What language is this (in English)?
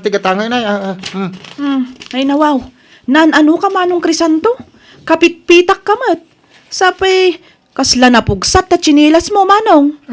Iloko